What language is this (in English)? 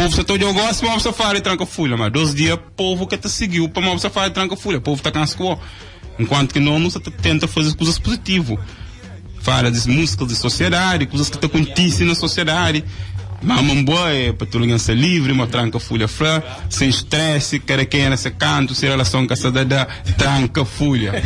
Kabuverdianu